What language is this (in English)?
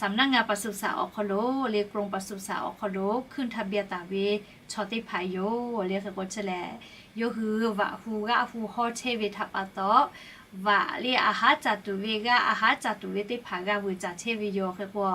Lahu